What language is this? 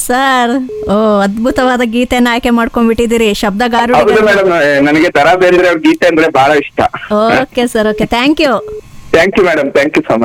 Kannada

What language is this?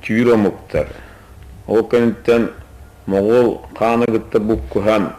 Yakut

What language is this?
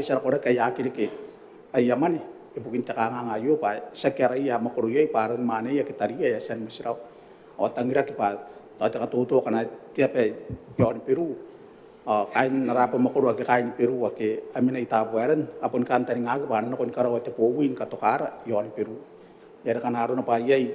Gilbertese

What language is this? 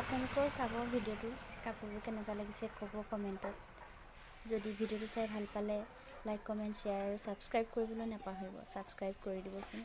Assamese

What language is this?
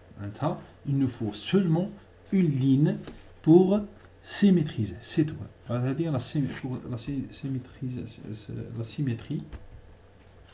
French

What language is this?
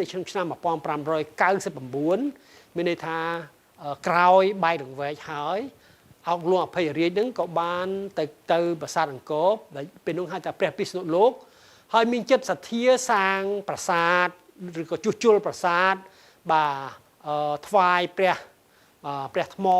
Khmer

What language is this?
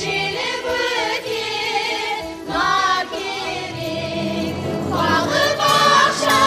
Kara-Kalpak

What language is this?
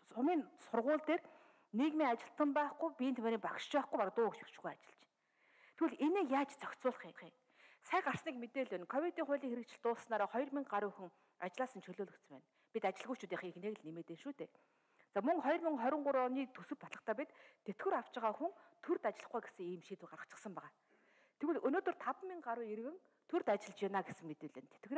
Mongolian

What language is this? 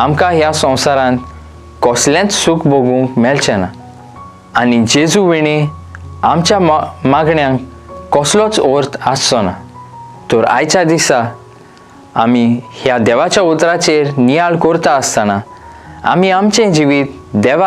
Konkani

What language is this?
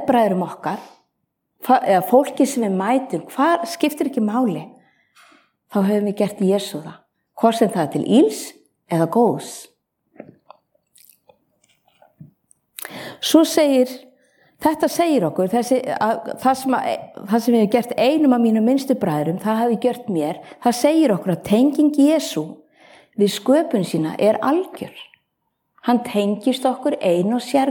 Icelandic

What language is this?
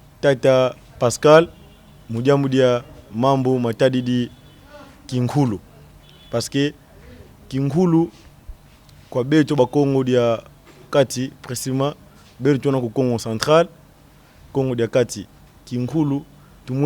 Kongo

